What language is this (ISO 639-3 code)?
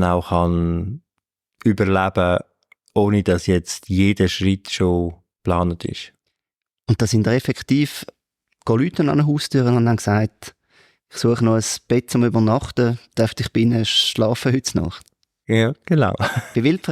gsw